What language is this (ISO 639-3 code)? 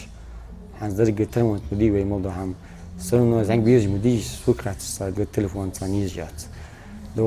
inh